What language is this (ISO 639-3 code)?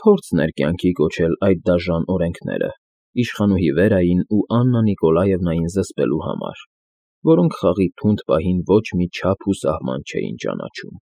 hye